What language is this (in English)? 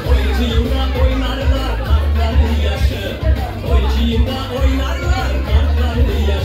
Crimean Tatar